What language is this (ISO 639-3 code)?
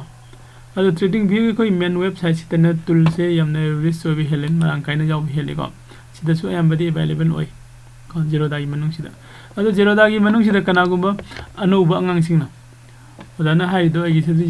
mni